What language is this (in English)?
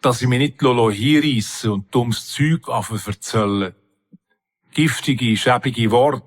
Swiss German